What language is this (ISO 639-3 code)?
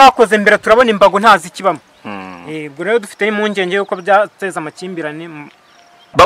kin